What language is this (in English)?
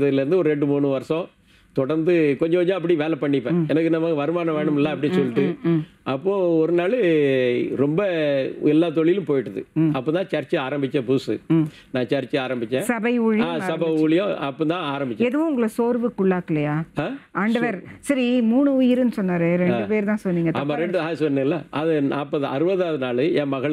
Tamil